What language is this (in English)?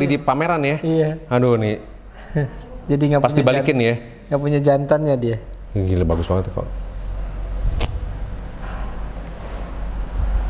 Indonesian